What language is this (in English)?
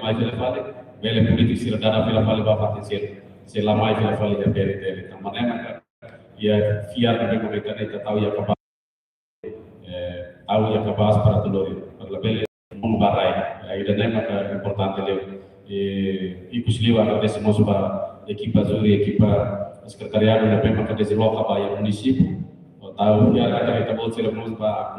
Tetum